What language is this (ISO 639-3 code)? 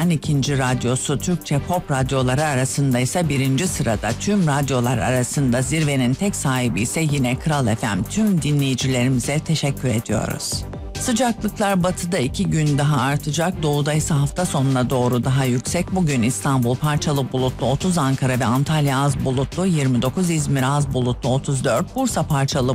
tur